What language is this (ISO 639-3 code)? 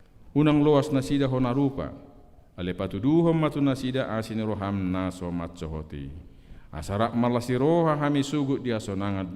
bbc